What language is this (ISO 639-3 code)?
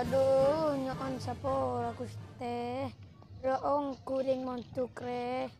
mad